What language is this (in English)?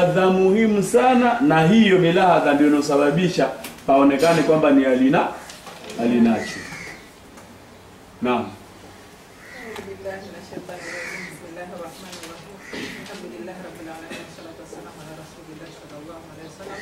Swahili